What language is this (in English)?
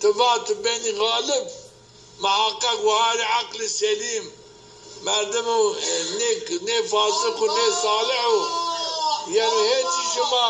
Zaza